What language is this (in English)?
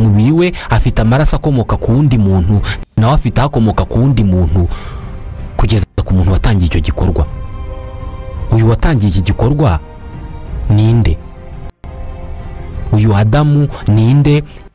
Kinyarwanda